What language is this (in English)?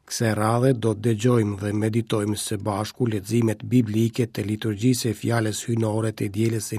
Albanian